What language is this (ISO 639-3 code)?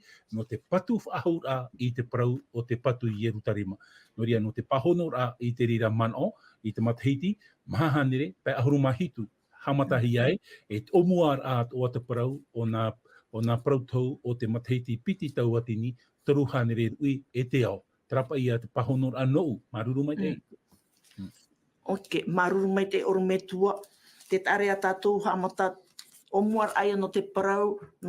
tah